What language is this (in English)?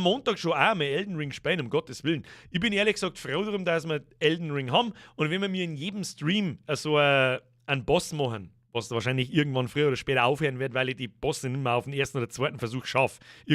Bavarian